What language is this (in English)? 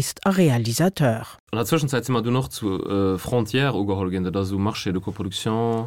Luxembourgish